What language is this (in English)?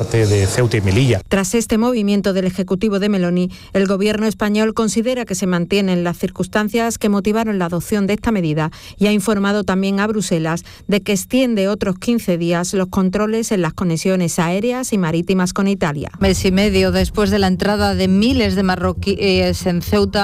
Spanish